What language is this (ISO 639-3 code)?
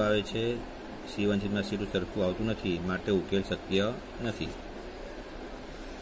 guj